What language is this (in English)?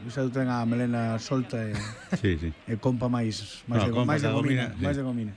Galician